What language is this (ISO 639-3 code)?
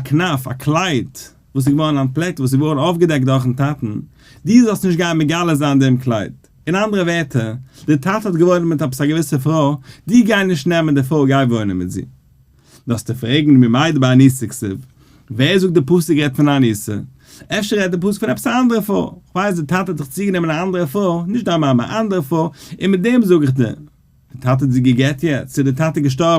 yid